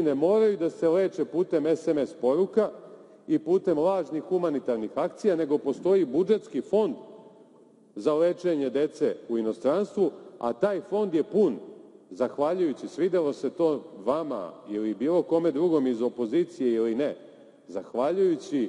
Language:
Serbian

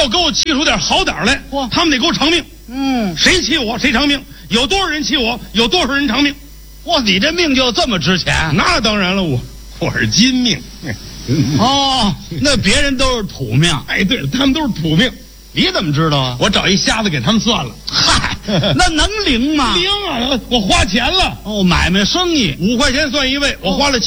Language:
Chinese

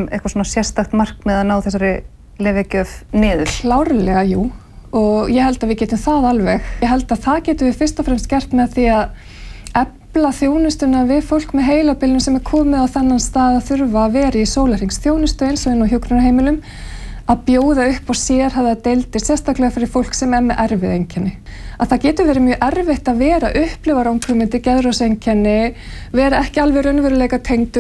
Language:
Icelandic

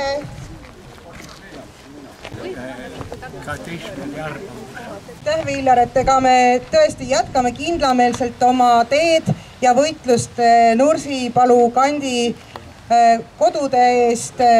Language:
Estonian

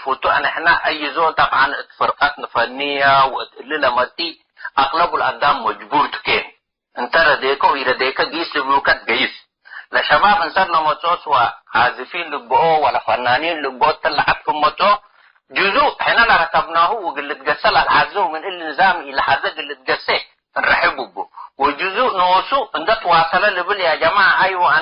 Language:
Tigre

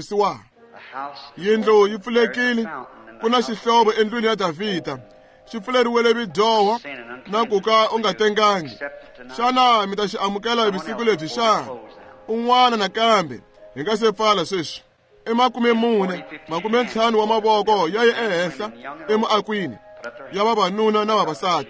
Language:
Tsonga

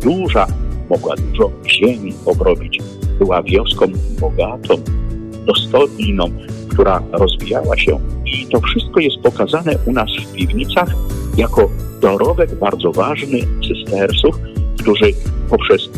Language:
Polish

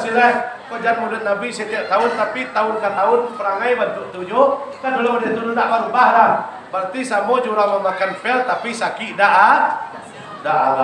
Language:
Minangkabau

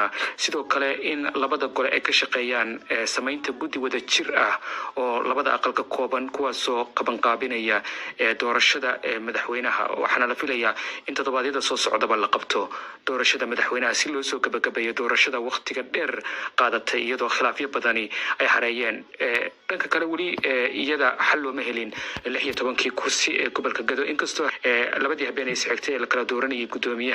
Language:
Somali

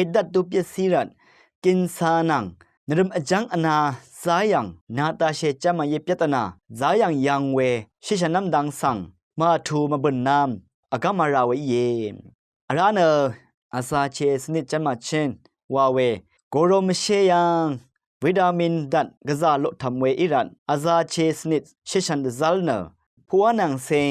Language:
Rawang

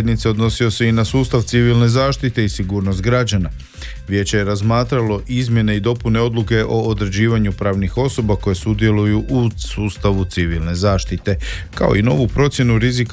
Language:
Croatian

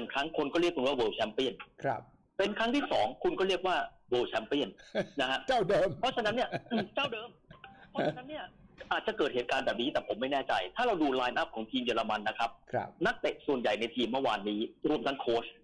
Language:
Thai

